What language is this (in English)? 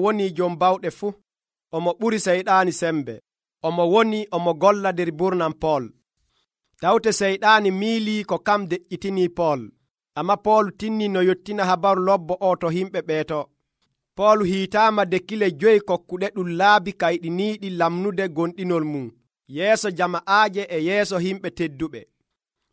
Nigerian Fulfulde